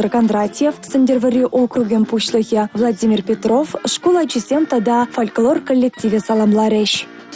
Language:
Chuvash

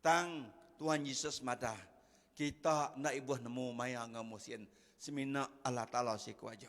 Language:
Iban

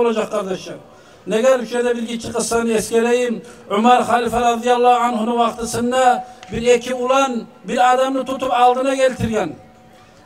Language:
Kumyk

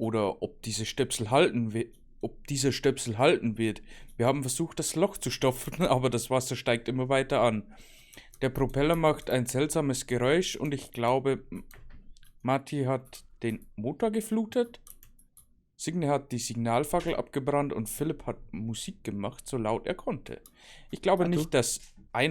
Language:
Bavarian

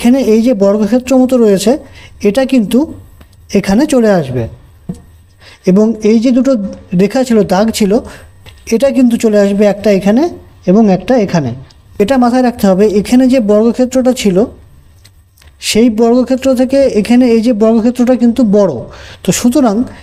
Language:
Bangla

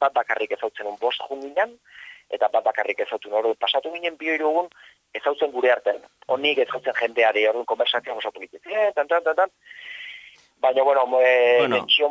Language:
Basque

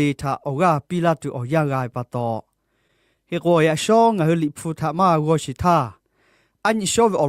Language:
Lahu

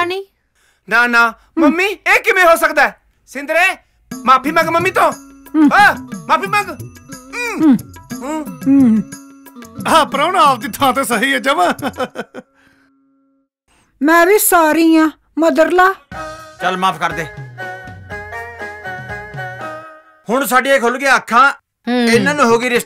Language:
Punjabi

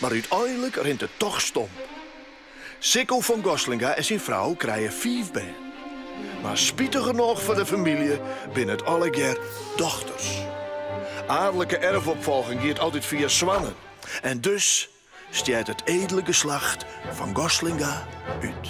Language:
Western Frisian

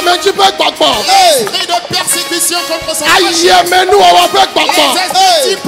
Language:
French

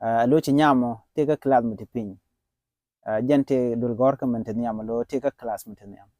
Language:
Nuer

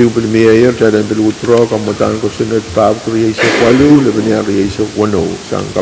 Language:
Pohnpeian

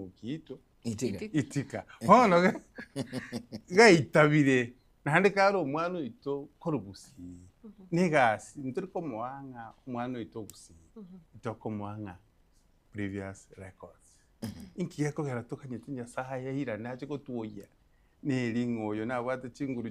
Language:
Gusii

